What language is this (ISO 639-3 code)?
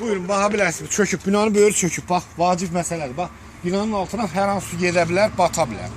aze